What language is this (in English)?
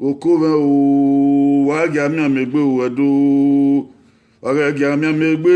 Bini